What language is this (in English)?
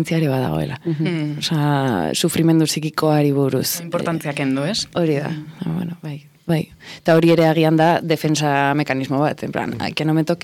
Basque